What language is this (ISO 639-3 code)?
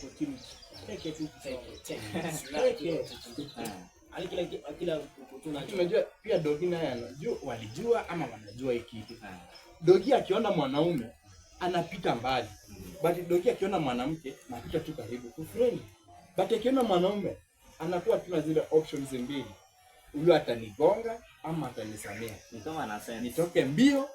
swa